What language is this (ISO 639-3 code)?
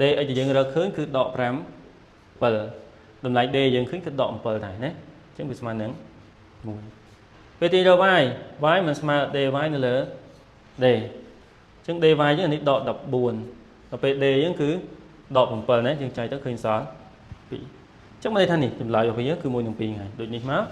khm